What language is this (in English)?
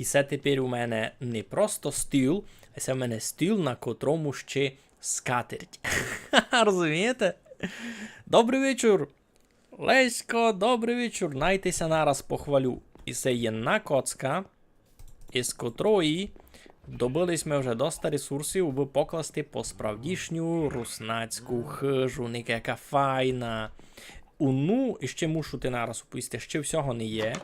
Rusyn